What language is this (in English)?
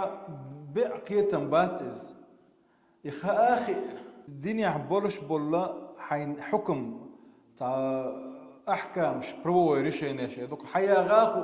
Chechen